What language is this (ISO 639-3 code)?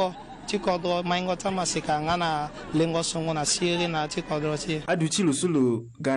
sag